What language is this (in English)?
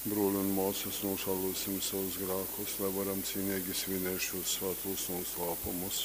Latgalian